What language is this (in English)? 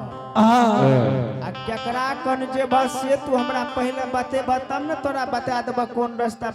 Angika